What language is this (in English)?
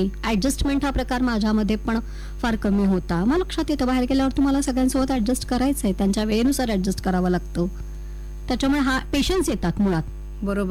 Marathi